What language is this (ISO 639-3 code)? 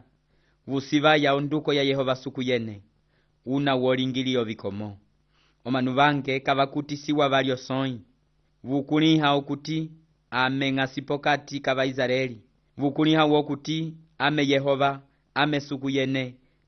umb